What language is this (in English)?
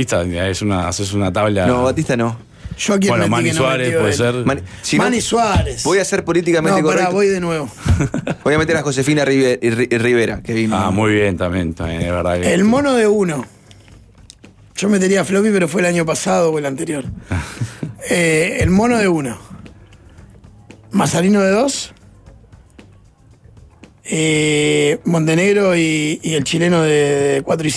Spanish